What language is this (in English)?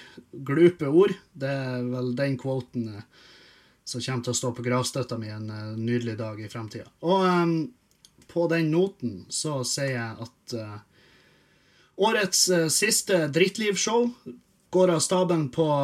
Norwegian